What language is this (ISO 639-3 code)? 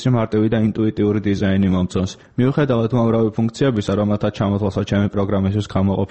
kat